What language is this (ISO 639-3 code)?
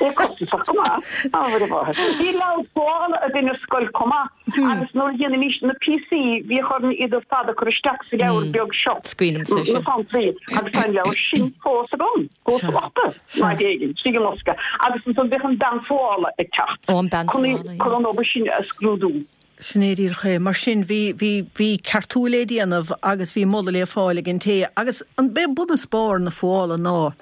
gle